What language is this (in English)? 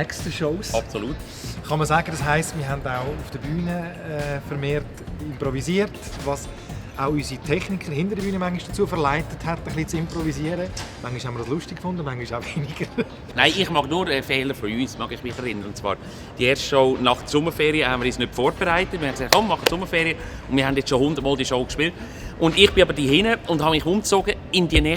Swiss German